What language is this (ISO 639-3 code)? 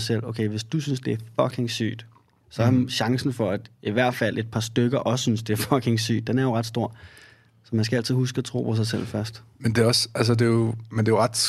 dan